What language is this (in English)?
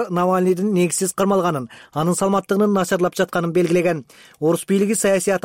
Kyrgyz